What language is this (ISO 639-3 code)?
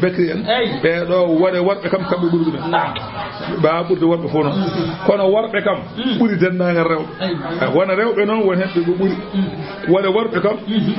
ful